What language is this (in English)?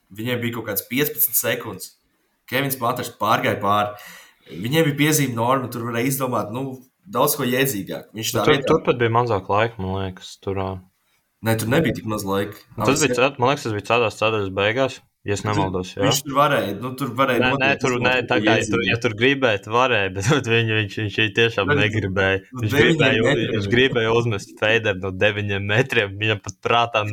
Latvian